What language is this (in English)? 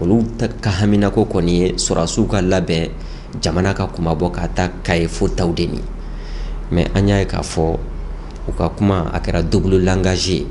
Bambara